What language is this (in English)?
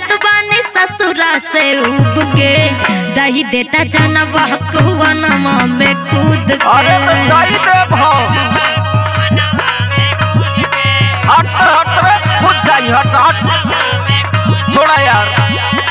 Bhojpuri